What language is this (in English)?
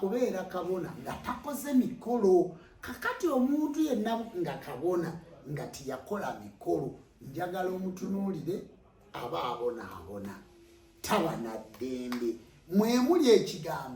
Ganda